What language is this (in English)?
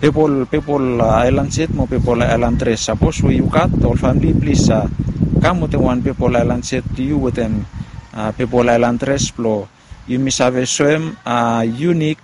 Bislama